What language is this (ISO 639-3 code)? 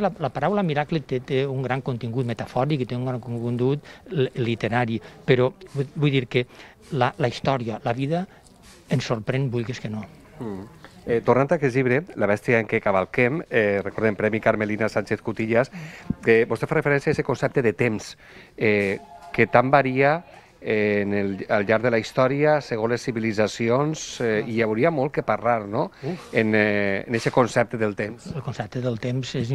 cat